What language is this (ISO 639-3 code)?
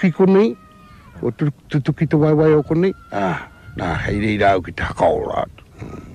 mri